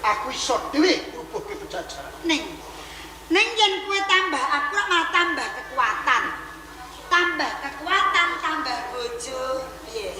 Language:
Javanese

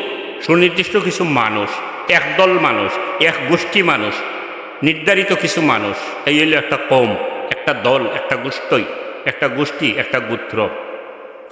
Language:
Sylheti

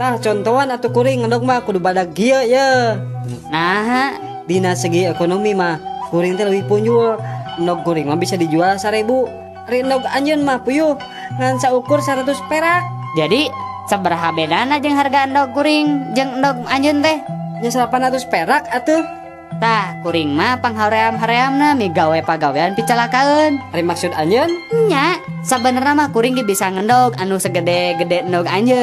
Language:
Sundanese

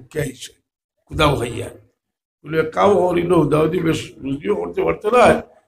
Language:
Sylheti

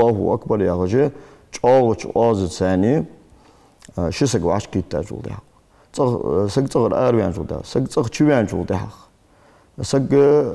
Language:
Ingush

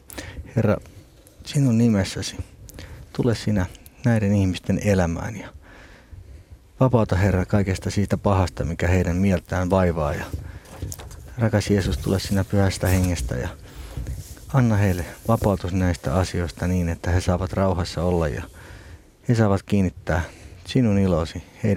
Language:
Finnish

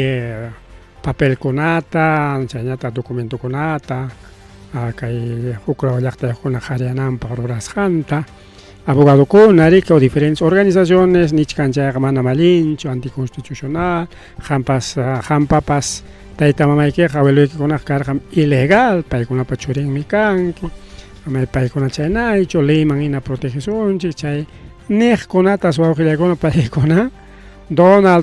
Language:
Ayacucho Quechua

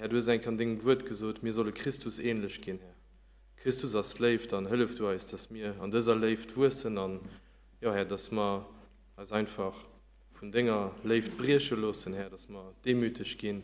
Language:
Luxembourgish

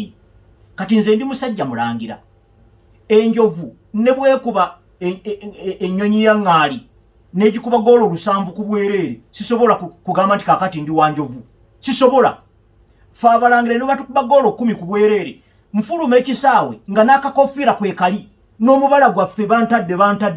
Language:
Ganda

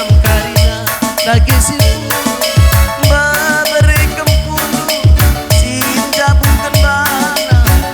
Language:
Batak Karo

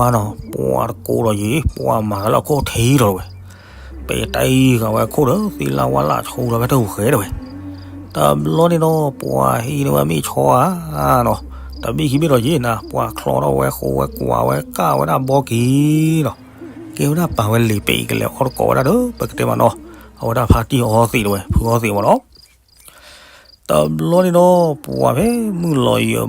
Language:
S'gaw Karen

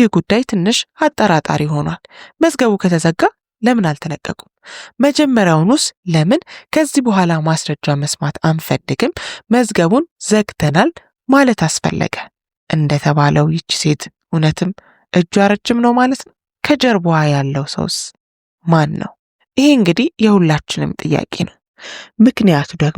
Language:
Amharic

